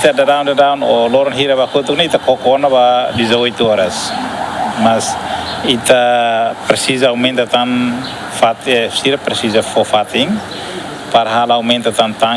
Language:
Tetum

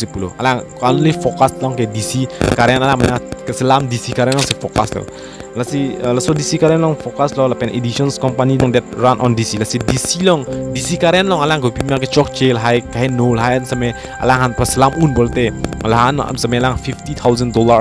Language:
Karbi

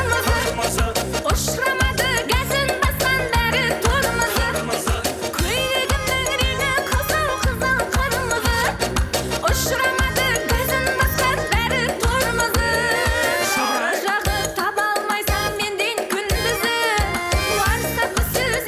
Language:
Kara-Kalpak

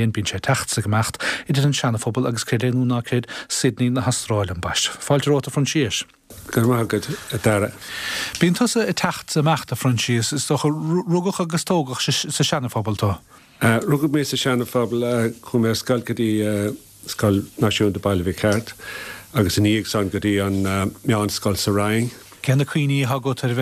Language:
Irish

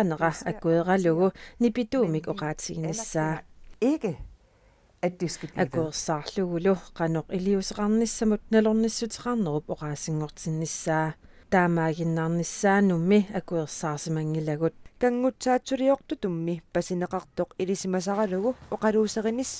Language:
Kalaallisut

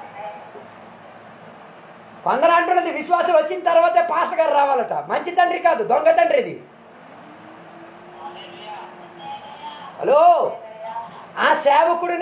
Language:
Telugu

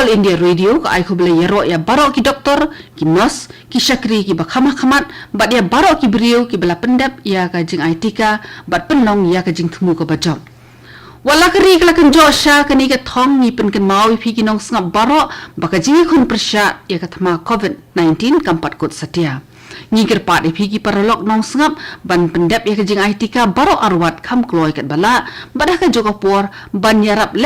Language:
Khasi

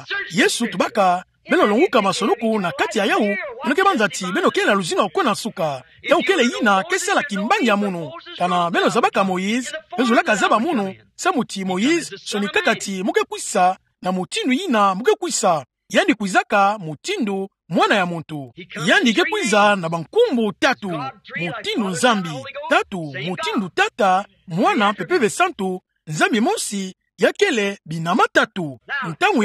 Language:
Kituba (Democratic Republic of Congo)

